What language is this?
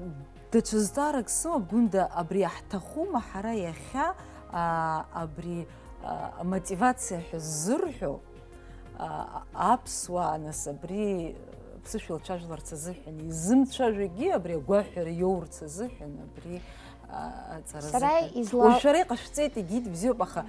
Abkhazian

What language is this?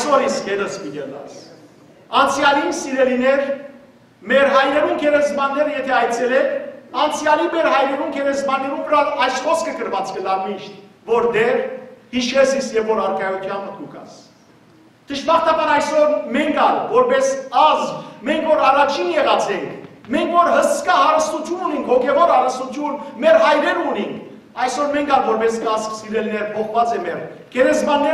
Western Armenian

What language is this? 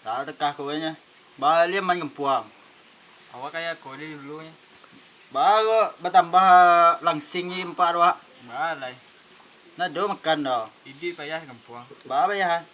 Minangkabau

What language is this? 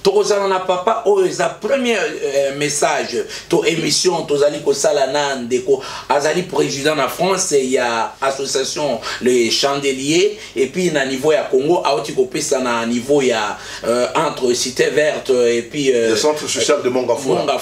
Lingala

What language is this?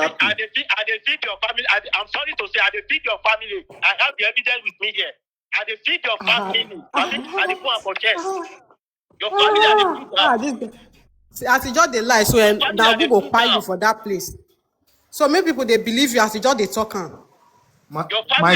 Nigerian Pidgin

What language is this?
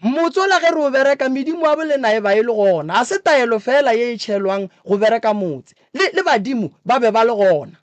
Northern Sotho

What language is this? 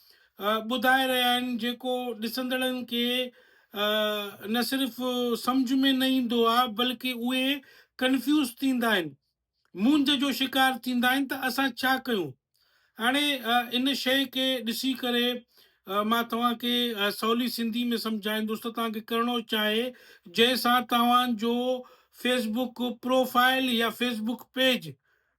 Sindhi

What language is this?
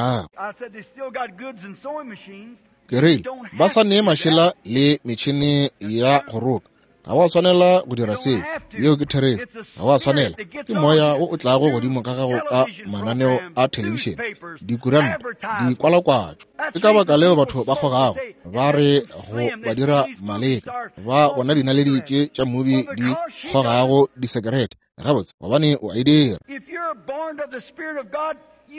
Northern Sotho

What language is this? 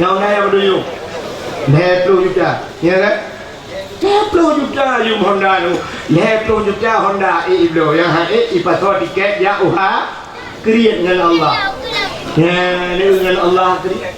Achinese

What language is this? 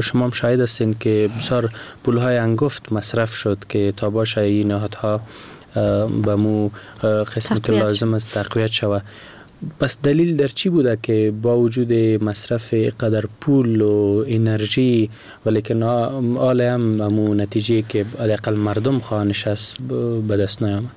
Persian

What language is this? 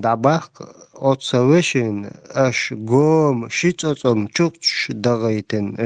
Chechen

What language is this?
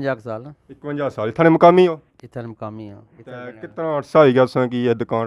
Pahari-Potwari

